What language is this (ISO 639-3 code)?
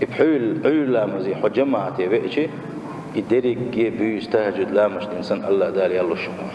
che